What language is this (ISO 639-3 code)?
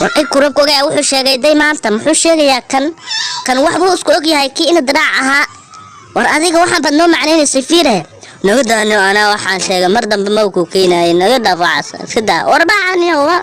som